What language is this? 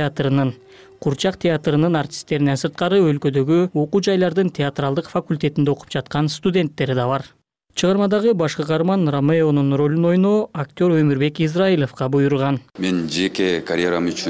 Kyrgyz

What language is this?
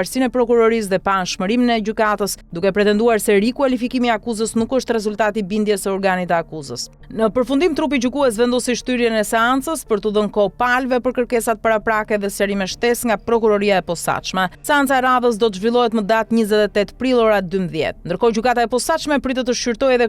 Albanian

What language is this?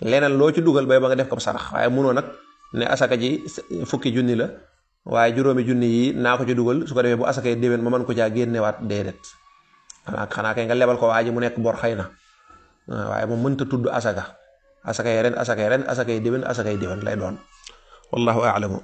Wolof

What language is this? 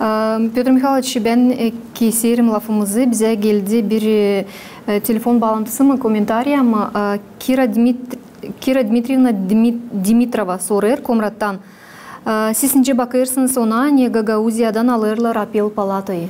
Gagauz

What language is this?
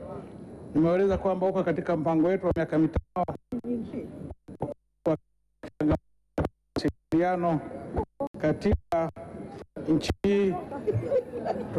Swahili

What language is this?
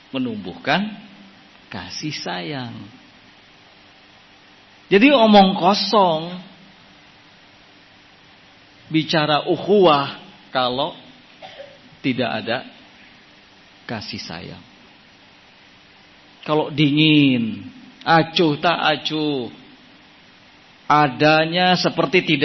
Indonesian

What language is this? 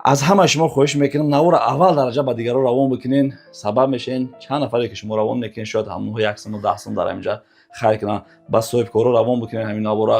Tajik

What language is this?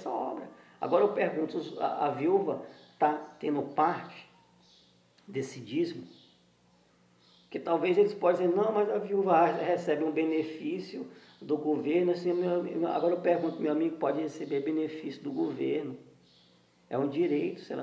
Portuguese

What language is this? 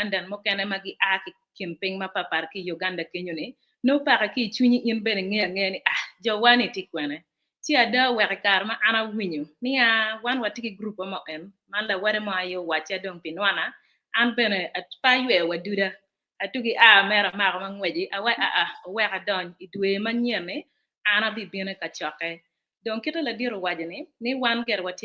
Acoli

